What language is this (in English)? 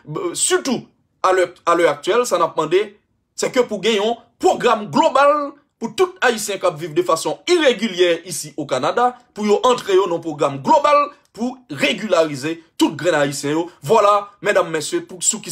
Haitian Creole